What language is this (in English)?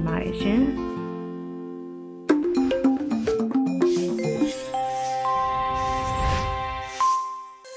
Burmese